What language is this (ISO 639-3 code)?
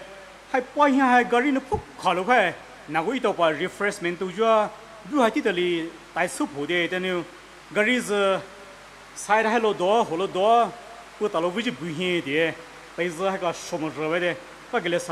pmx